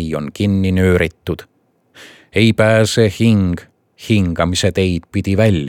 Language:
Estonian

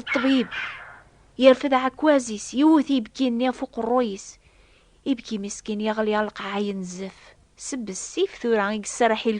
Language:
Kabyle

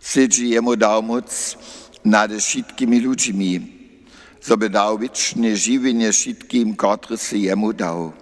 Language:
Upper Sorbian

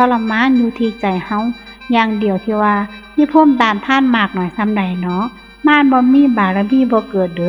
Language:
Northeastern Thai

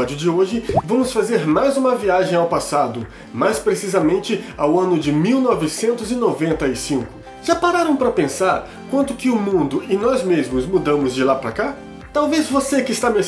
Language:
Portuguese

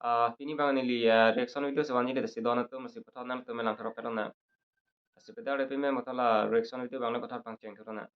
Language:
Karbi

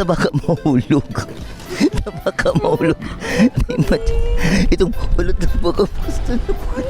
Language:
Bikol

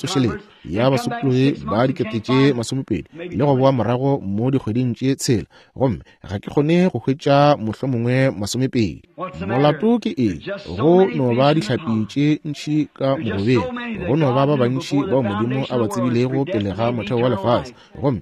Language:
Northern Sotho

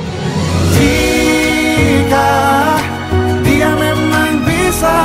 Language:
Indonesian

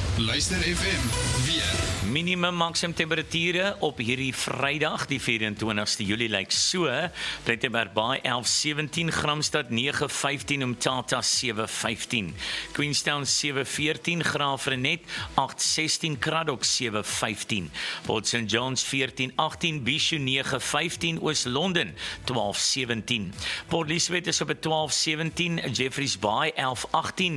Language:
Afrikaans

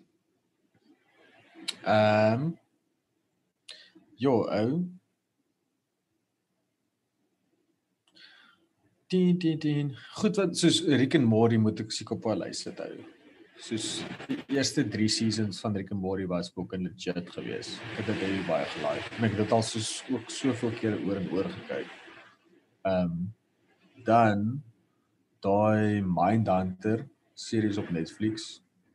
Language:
Afrikaans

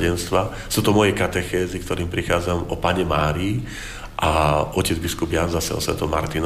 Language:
Slovak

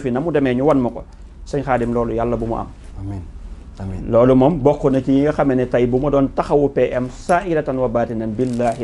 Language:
Wolof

